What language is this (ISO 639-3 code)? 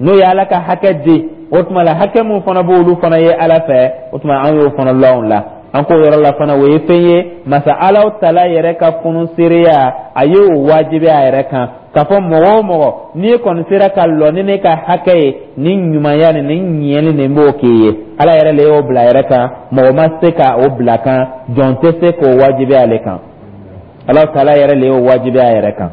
dyu